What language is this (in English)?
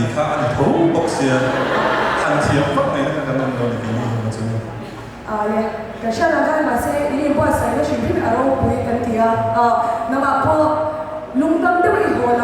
Mizo